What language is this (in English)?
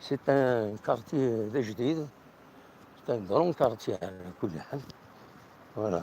Kabyle